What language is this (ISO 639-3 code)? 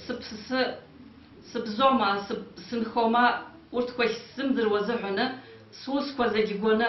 abk